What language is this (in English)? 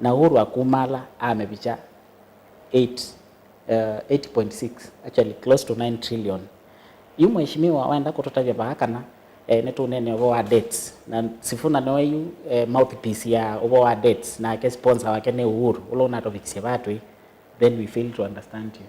Kamba